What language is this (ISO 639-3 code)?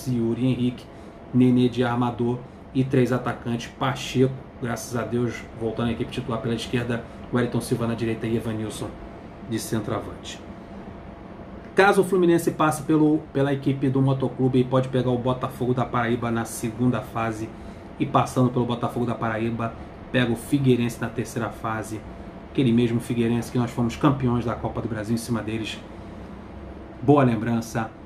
por